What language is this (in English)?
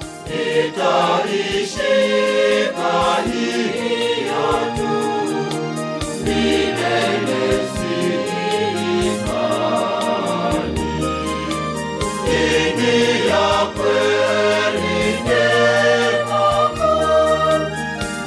Swahili